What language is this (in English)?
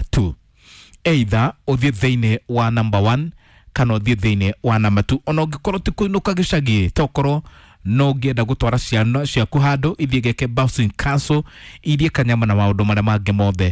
Kikuyu